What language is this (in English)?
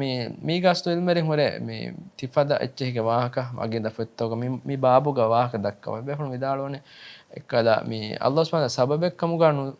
Divehi